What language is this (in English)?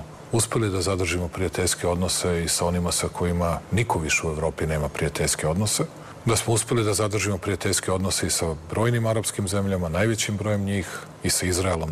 Serbian